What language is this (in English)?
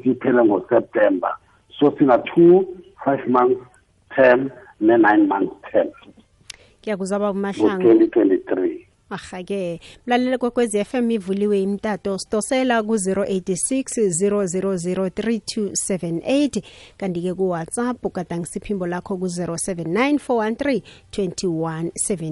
South Ndebele